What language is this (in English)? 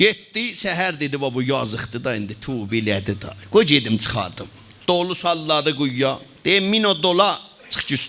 South Azerbaijani